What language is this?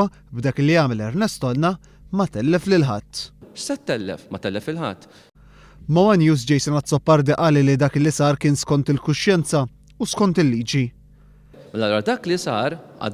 Maltese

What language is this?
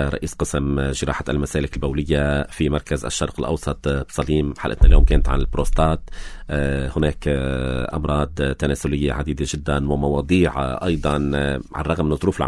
North Levantine Arabic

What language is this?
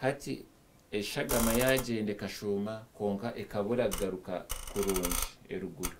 Nyankole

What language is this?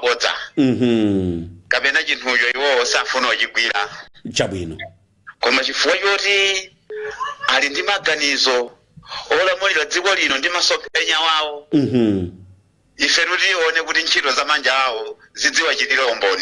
Nyanja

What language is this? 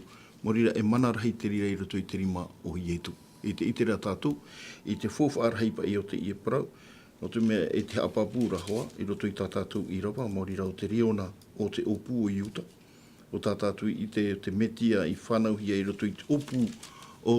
Tahitian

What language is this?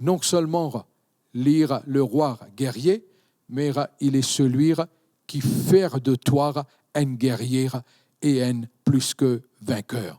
Morisyen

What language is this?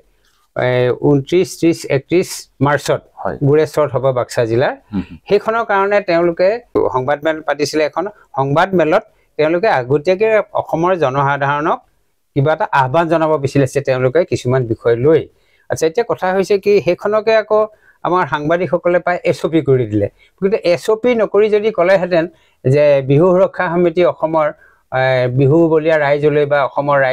Assamese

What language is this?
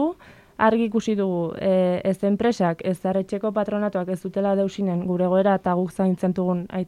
Basque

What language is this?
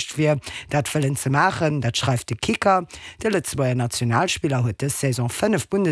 Luxembourgish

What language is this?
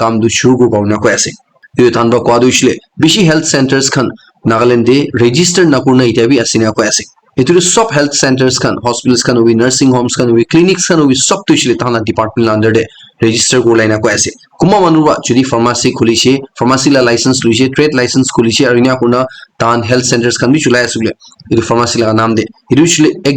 Naga Pidgin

